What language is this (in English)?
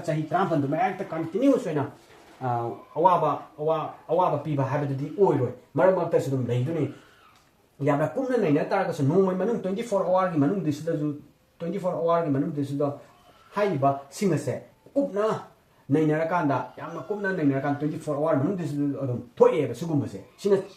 Manipuri